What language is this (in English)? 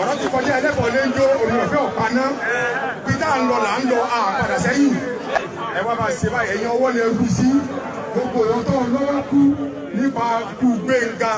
Yoruba